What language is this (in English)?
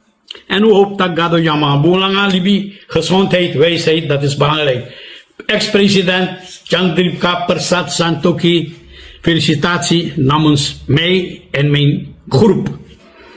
Sranan Tongo